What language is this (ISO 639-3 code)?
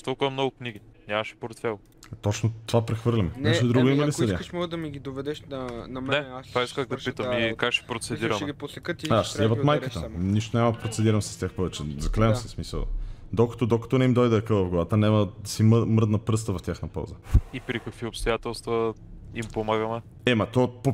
bul